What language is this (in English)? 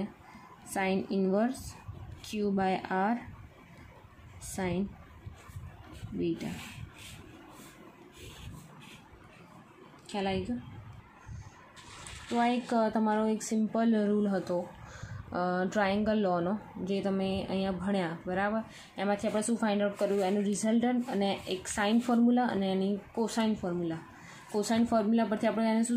Gujarati